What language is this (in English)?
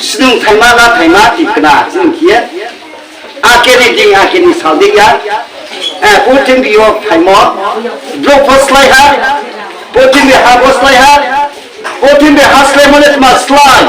Riang (India)